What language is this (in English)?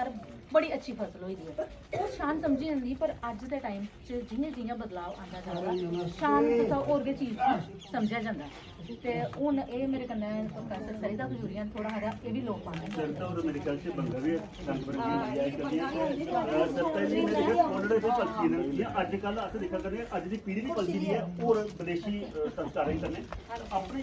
Dogri